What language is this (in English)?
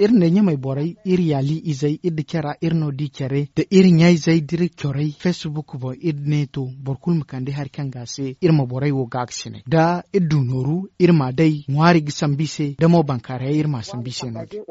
Zarma